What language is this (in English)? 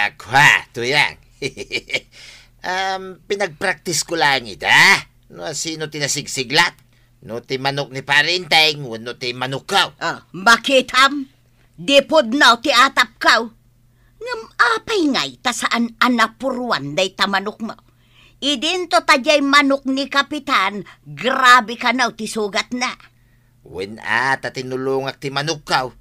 Iloko